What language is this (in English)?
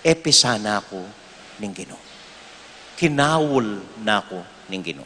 Pampanga